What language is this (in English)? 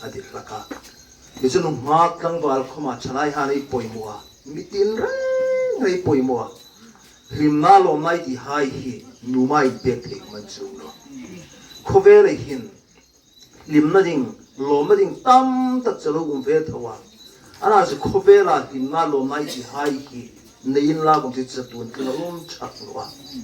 Hmar